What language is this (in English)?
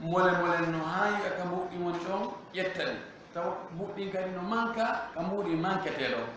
Fula